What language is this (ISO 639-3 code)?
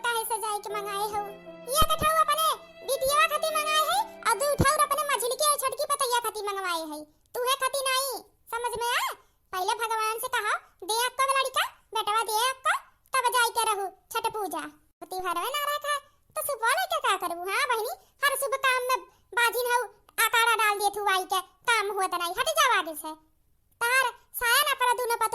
awa